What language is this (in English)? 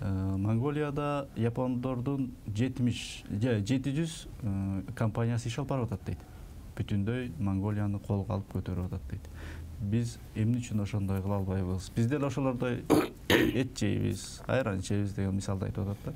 Kyrgyz